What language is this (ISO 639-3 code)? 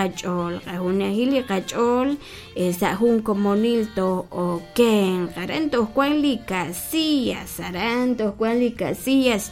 kek